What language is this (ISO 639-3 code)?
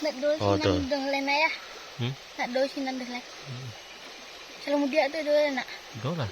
min